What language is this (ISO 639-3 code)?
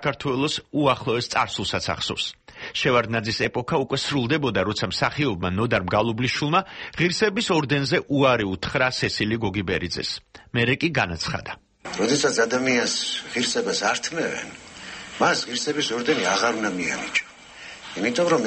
kat